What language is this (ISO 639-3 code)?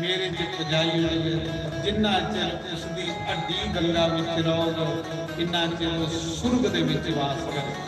doi